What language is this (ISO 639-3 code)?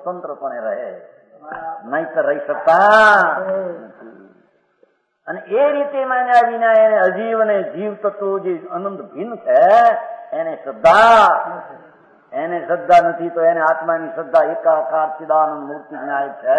guj